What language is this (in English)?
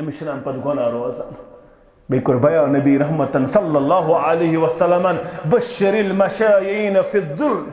Kashmiri